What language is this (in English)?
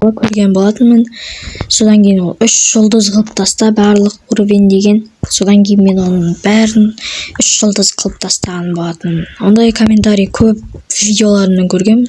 Kazakh